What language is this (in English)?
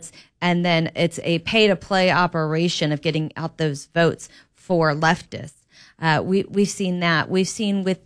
English